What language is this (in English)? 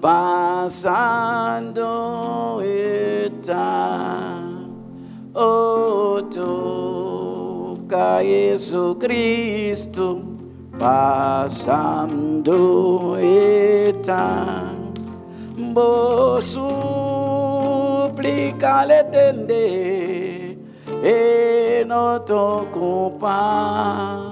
Papiamento